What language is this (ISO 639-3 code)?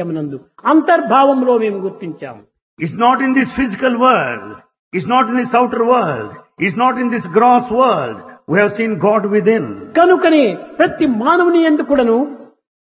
tel